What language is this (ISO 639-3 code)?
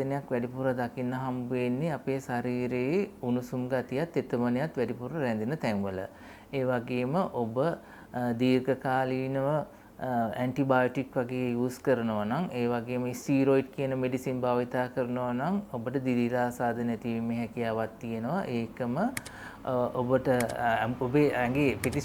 sin